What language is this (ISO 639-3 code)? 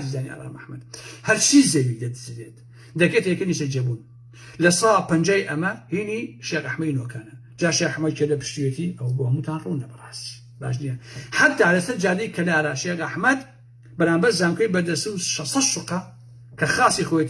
ckb